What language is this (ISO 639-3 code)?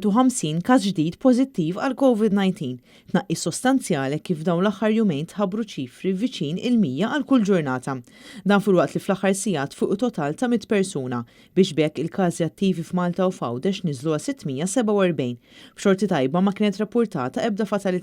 mlt